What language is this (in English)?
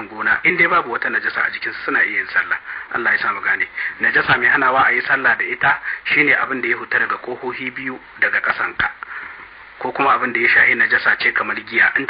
Hausa